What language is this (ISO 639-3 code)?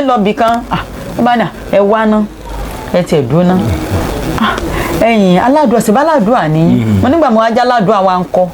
yor